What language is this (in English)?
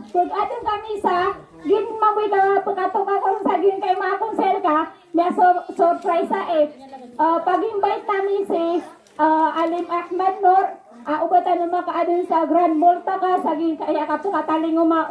Maranao